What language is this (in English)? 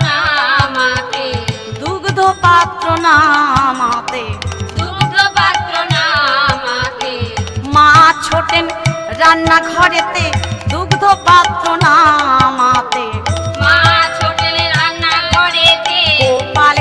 Bangla